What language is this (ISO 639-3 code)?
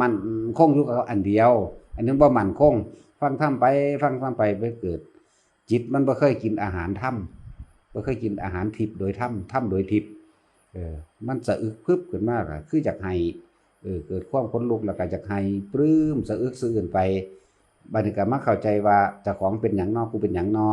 tts